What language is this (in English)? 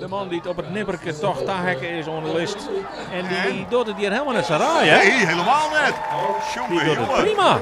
Western Frisian